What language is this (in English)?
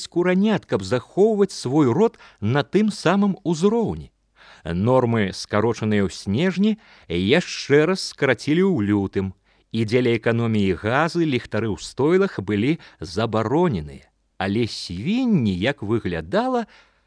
Belarusian